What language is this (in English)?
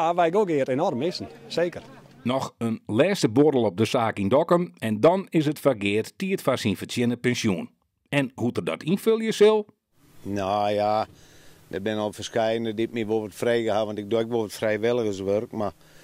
Western Frisian